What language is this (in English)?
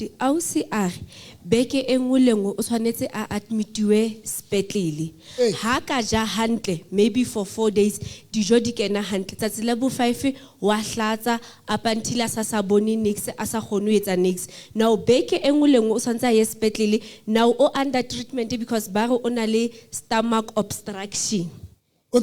Southern Sotho